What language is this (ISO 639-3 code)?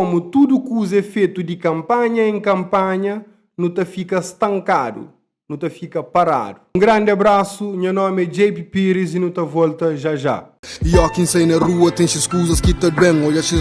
kea